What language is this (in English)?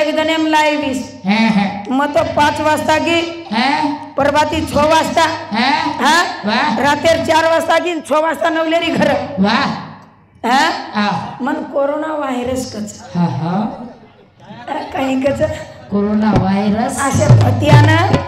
Lambadi